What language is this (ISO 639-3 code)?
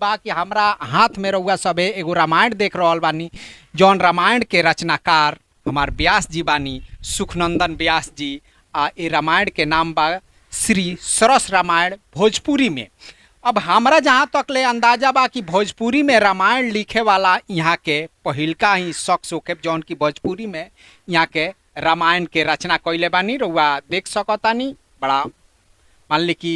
bho